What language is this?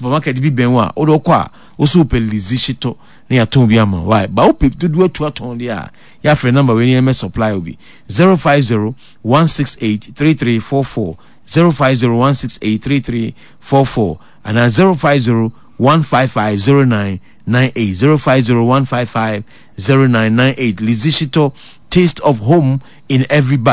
Akan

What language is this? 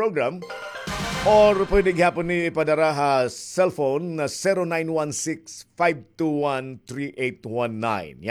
Waray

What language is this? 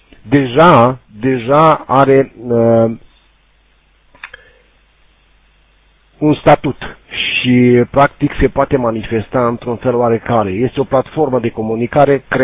Romanian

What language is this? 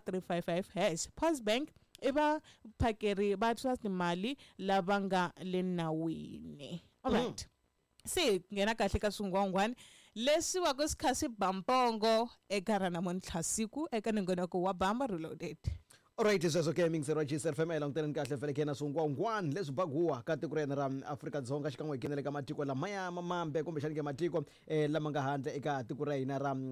Tsonga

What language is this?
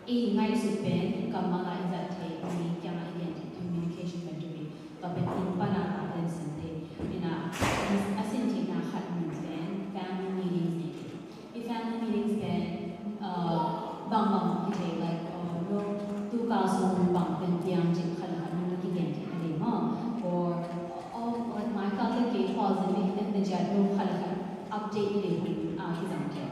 Tedim Chin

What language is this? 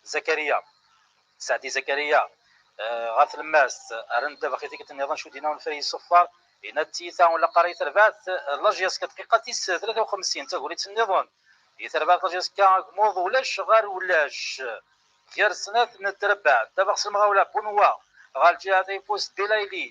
Kabyle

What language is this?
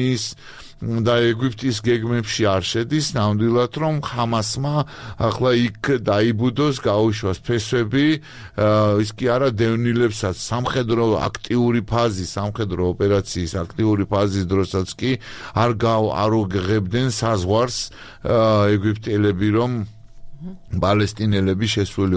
Georgian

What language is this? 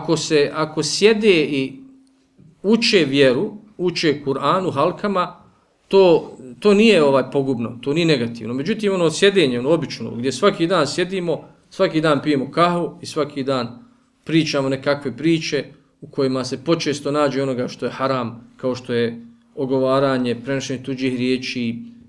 Bosnian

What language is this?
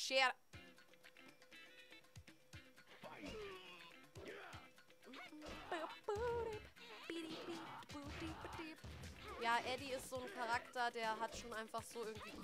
German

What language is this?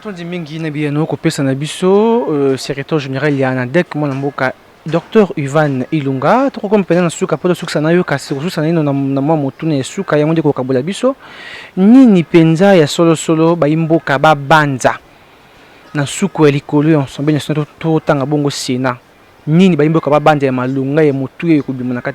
Lingala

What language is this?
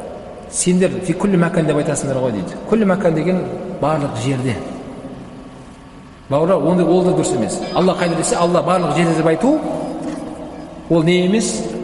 Kazakh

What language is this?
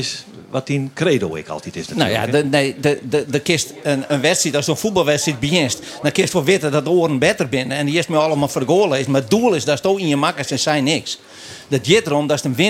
Western Frisian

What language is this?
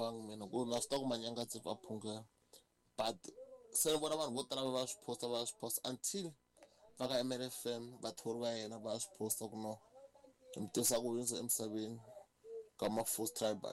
Tsonga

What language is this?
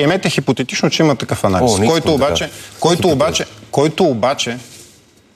Bulgarian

